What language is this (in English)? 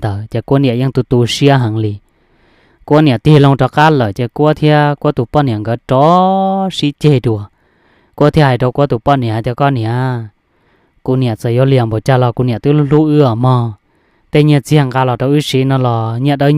Hmong